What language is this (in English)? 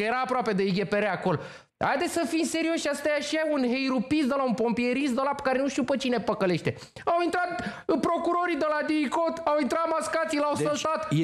Romanian